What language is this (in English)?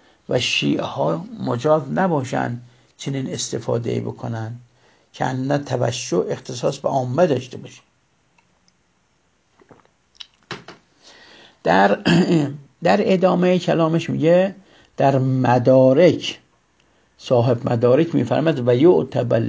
Persian